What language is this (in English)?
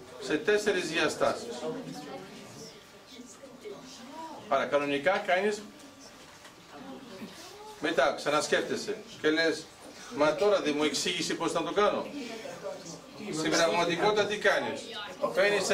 Greek